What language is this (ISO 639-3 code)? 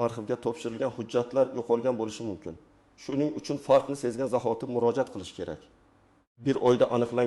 uzb